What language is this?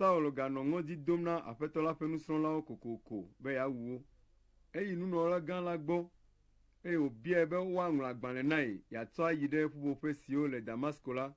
Ewe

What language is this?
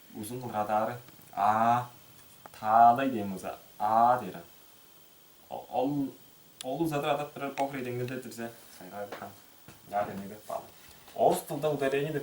Tuvinian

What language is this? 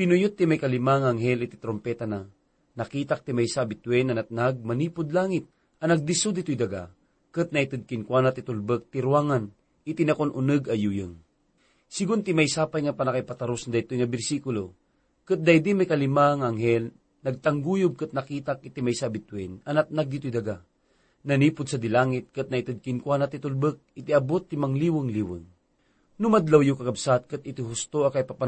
Iloko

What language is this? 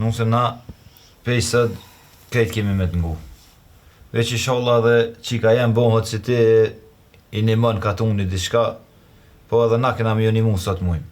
Albanian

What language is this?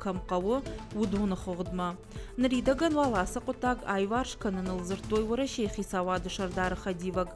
Ossetic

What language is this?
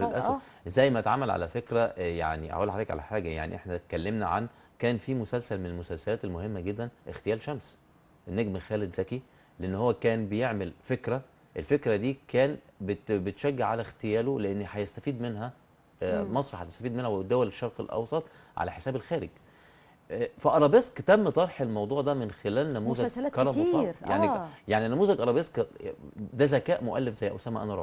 Egyptian Arabic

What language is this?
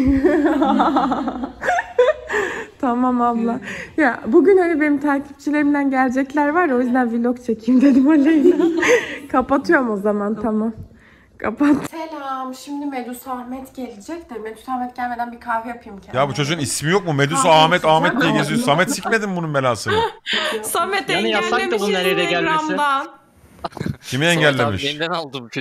Turkish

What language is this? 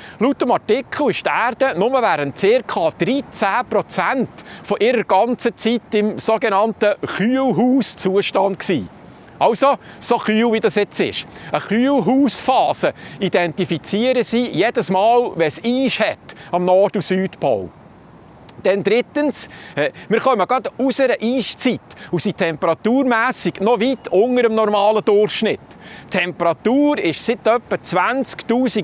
Swiss German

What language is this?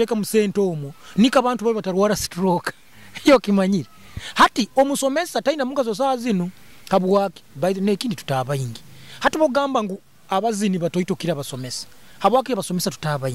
Nyoro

